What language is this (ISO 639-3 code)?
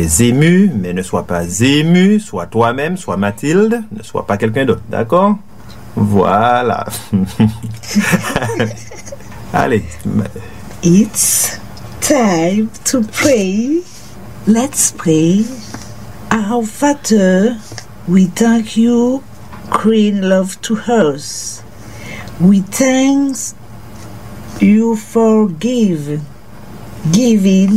fra